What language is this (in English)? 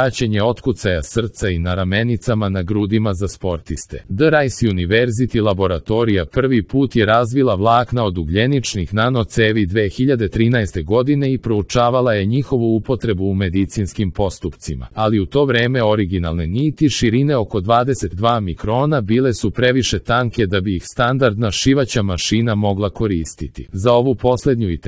Serbian